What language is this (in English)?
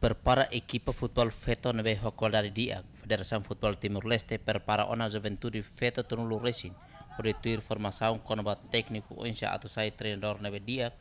Tetum